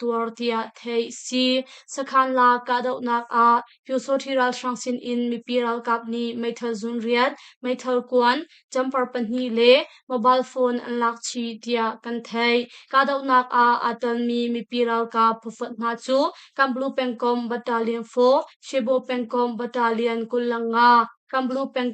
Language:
Hakha Chin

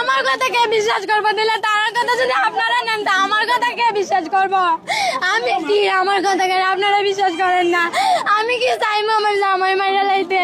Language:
Sylheti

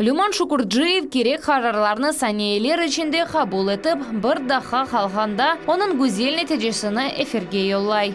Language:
Crimean Tatar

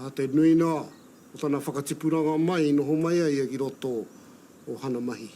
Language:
Māori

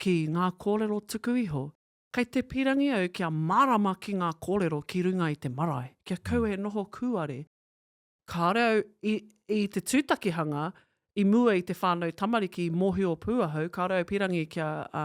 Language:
Māori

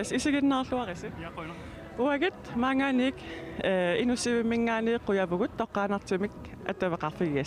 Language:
Kalaallisut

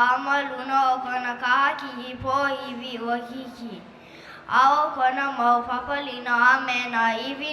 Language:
Hawaiian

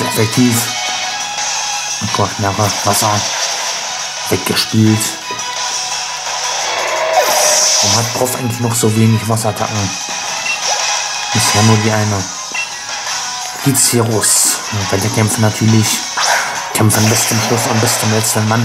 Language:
German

